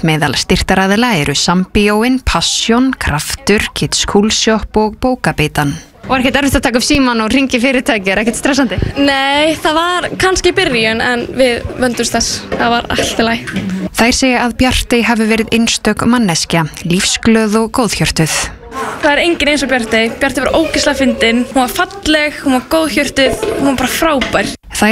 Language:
Icelandic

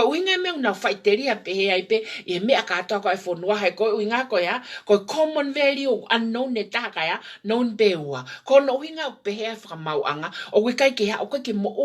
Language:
Tongan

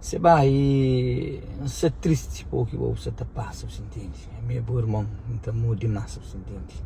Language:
Kabuverdianu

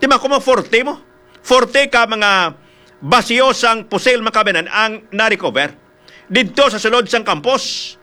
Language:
Hiligaynon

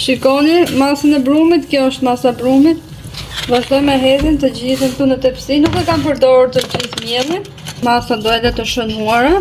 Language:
Albanian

